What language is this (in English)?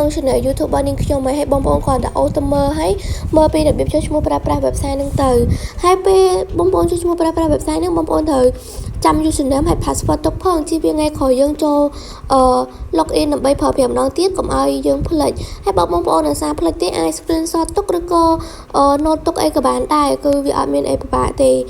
Khmer